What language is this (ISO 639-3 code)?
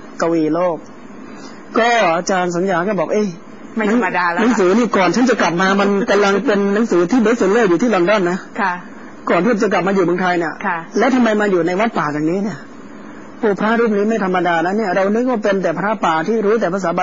tha